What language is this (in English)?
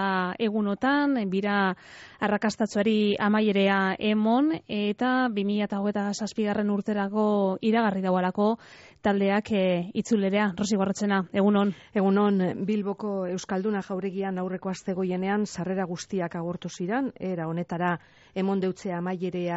Basque